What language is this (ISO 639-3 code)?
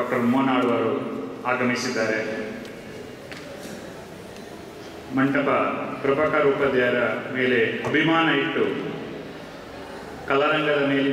kan